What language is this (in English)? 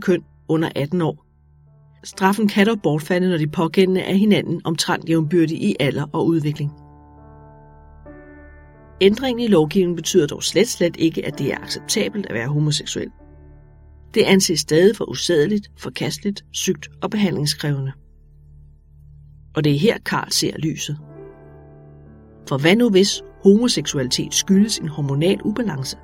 Danish